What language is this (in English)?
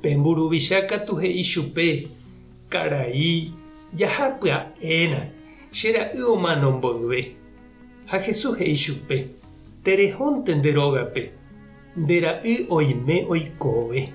Guarani